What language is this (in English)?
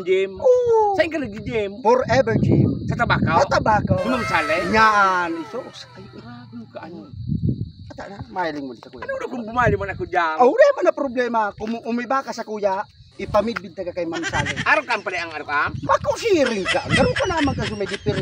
Bikol